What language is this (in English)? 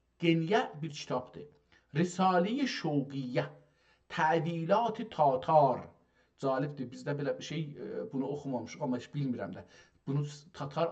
South Azerbaijani